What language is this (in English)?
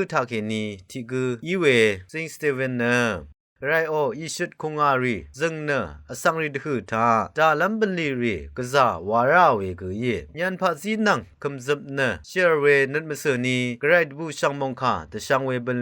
Rawang